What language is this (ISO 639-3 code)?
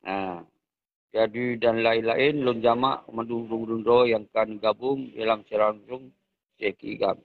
ace